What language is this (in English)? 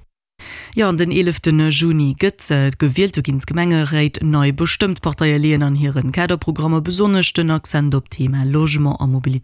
Luxembourgish